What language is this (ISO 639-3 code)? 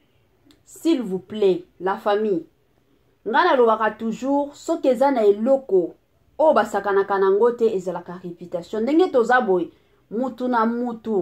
lin